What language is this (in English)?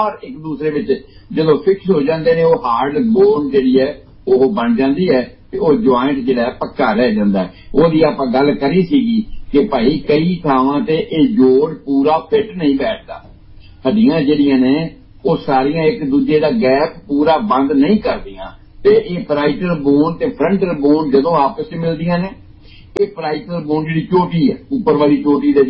Punjabi